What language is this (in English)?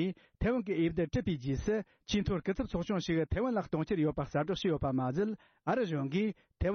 Tibetan